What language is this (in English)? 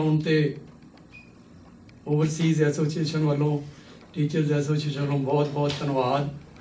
Punjabi